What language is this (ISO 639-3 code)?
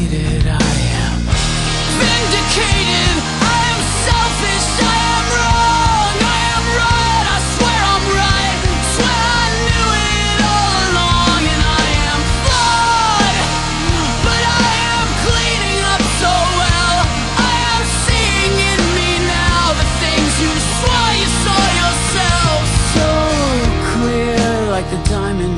eng